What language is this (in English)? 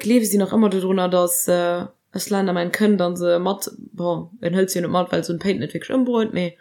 Luxembourgish